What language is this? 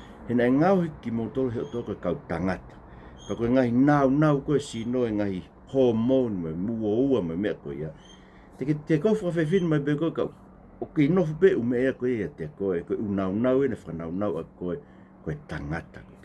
Tongan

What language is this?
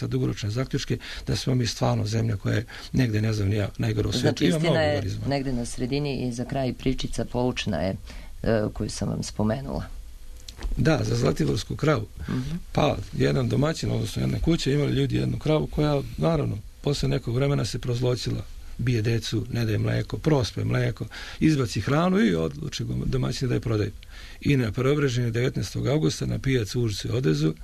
Serbian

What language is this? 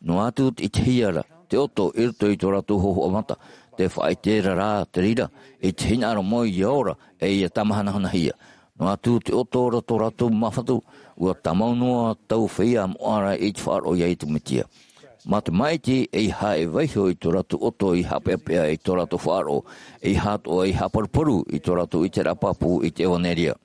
Tahitian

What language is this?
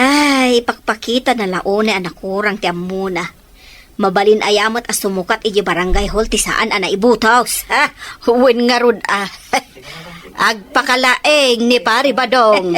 Iloko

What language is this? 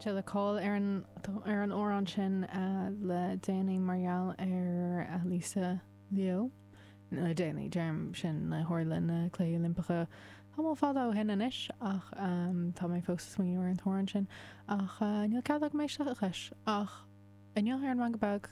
Irish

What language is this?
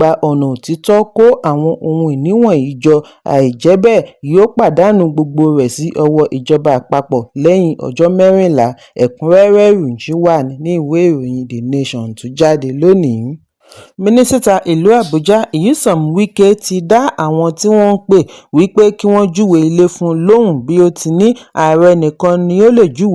Yoruba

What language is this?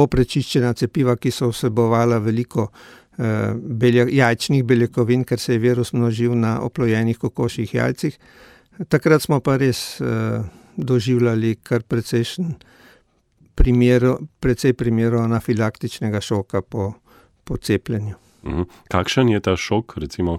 Slovenian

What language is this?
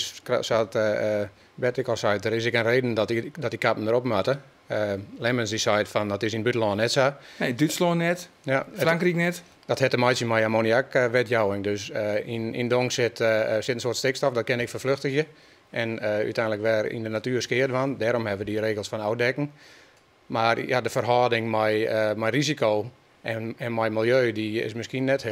Western Frisian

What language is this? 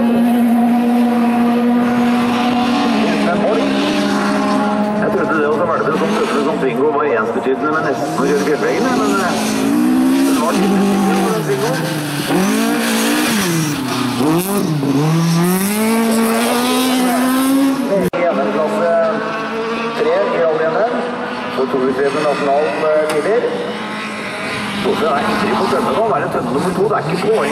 Norwegian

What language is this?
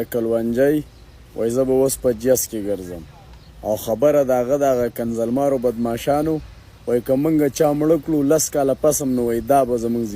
Pashto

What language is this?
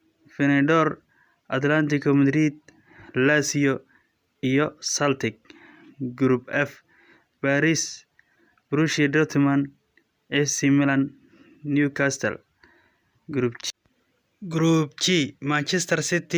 Somali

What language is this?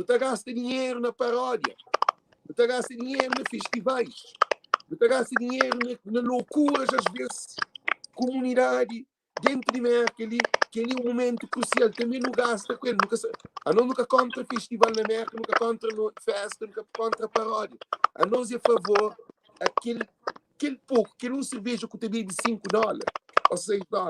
Kabuverdianu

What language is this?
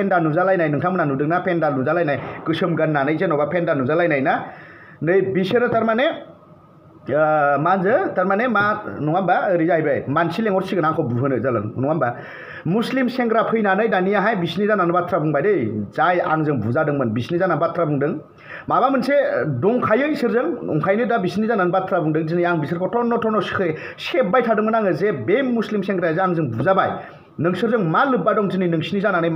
Bodo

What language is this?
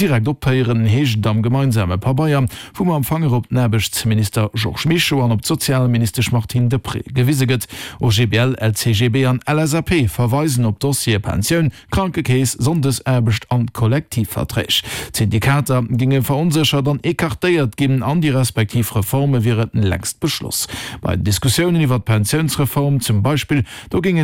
Luxembourgish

